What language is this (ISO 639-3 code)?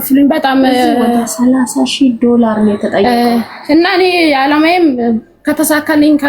amh